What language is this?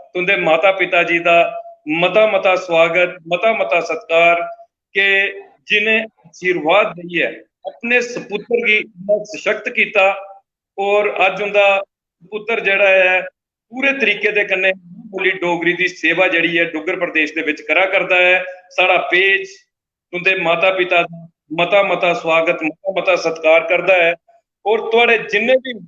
Dogri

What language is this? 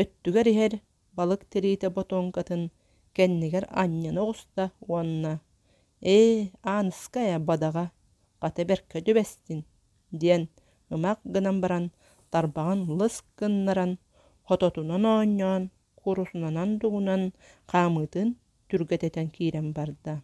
Yakut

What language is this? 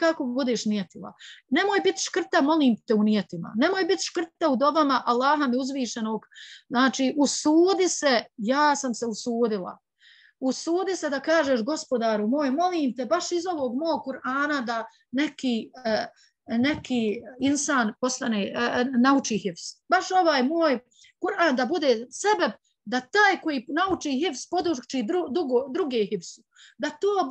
Bosnian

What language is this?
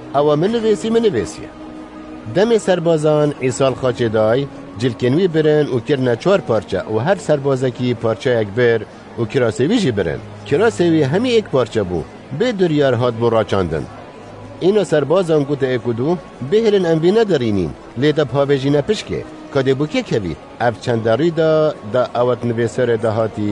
Kurdish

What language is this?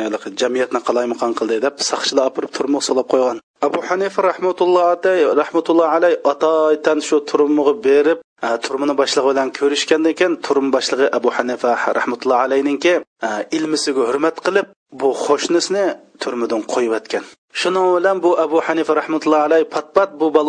Uyghur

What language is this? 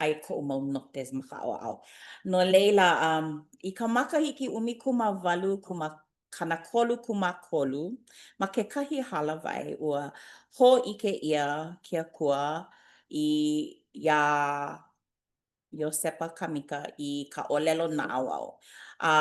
Hawaiian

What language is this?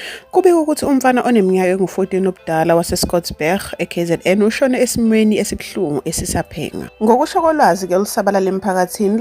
Zulu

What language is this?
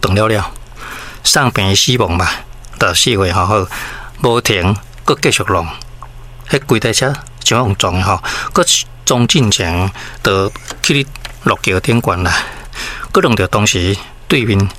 Min Nan Chinese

